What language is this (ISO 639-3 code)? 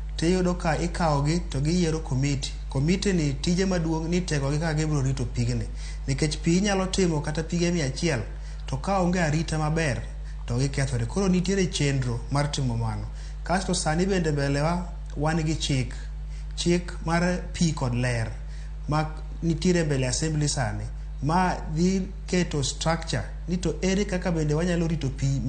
luo